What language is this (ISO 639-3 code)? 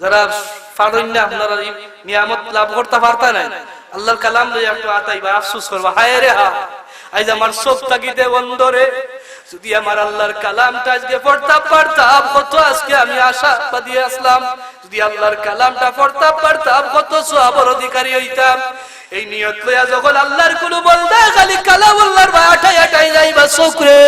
syl